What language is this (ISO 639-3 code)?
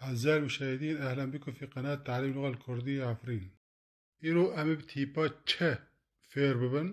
kur